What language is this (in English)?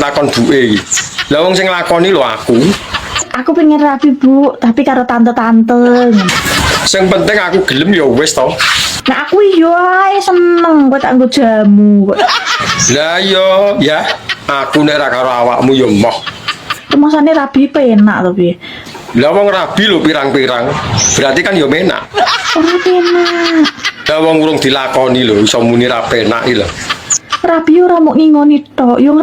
Javanese